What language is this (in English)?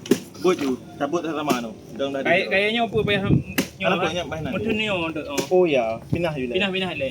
Achinese